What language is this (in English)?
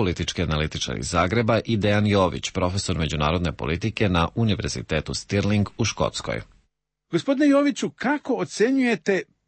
Croatian